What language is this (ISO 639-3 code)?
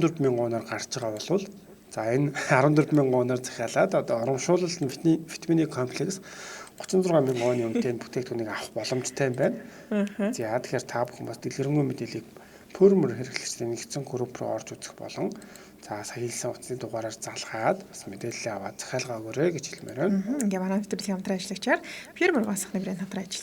mon